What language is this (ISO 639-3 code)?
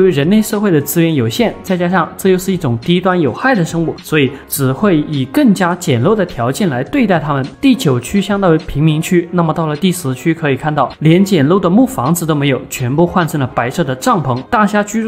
zho